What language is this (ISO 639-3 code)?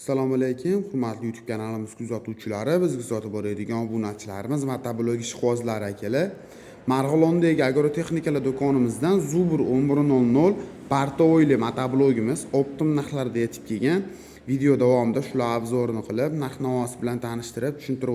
uzb